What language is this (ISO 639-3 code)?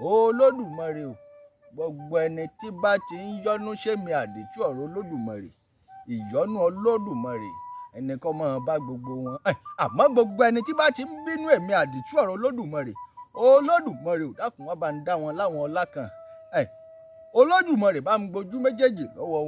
yor